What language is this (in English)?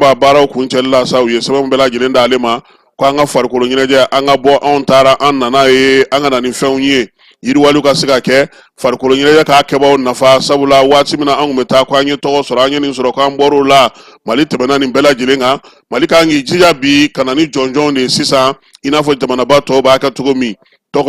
Bambara